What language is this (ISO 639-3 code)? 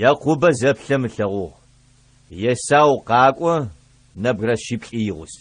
ady